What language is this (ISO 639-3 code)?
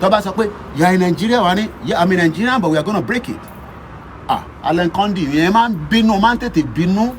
yor